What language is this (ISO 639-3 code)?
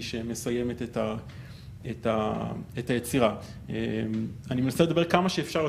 heb